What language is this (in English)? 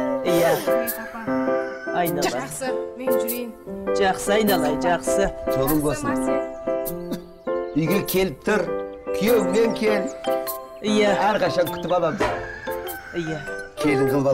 Kazakh